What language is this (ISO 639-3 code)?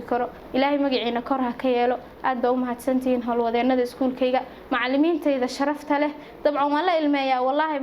som